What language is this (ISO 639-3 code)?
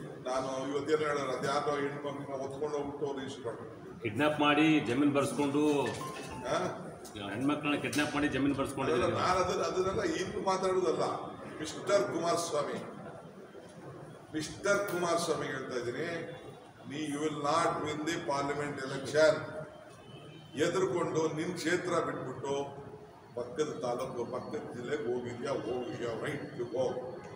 kan